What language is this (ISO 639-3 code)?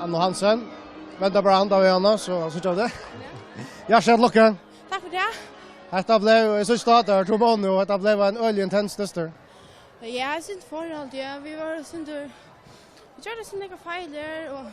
fao